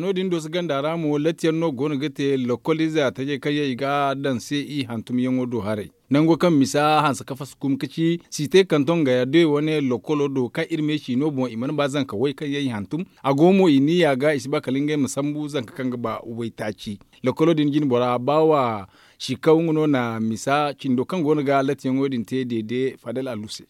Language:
Zarma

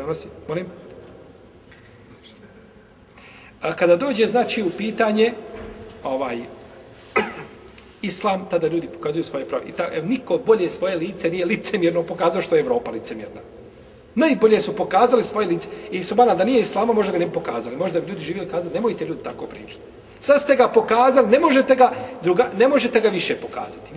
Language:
Bosnian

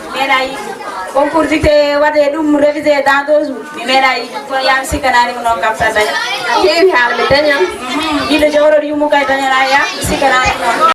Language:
Fula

